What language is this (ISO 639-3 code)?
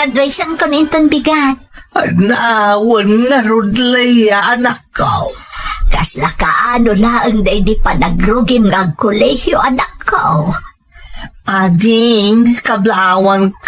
ilo